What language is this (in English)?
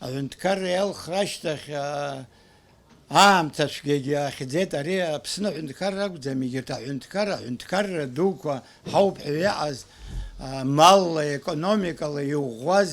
Abkhazian